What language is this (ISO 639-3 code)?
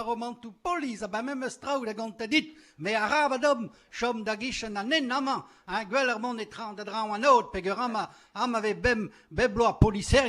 bre